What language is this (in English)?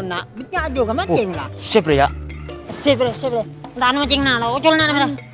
Madurese